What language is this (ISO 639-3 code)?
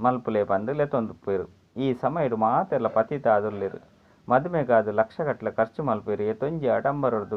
tcy